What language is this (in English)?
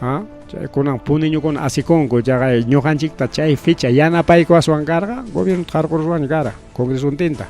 Ayacucho Quechua